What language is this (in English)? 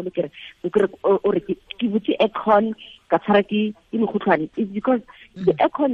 Tswana